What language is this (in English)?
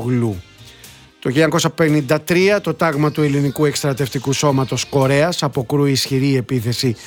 Greek